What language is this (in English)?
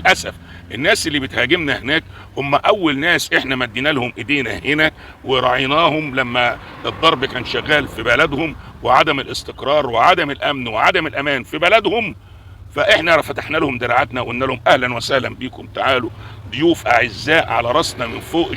Egyptian Arabic